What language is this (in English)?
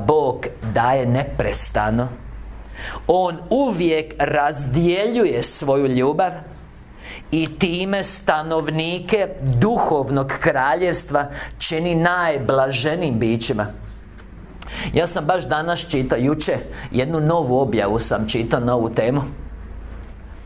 Croatian